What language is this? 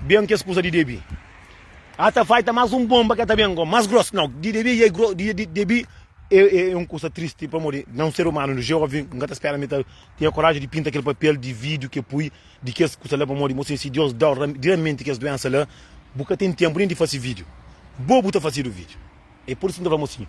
Kabuverdianu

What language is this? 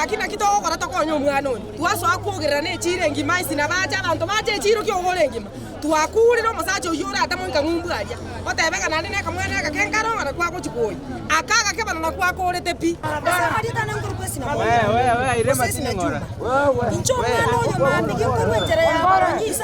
Gusii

